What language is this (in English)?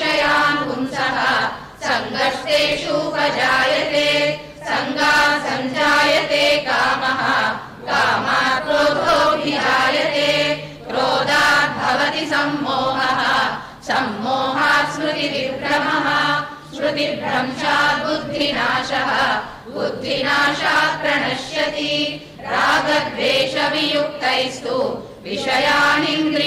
Sanskrit